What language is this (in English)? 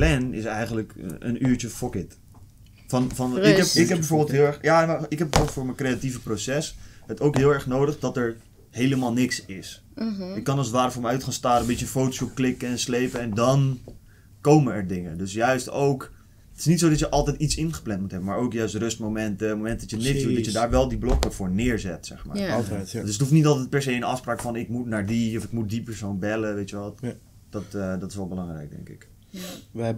Dutch